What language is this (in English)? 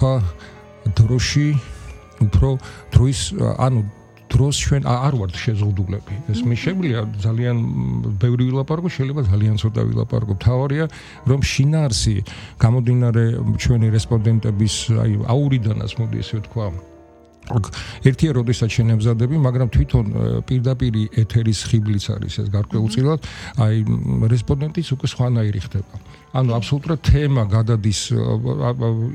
Georgian